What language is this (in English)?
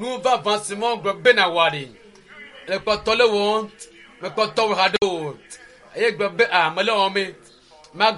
Ewe